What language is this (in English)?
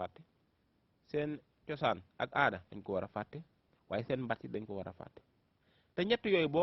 Wolof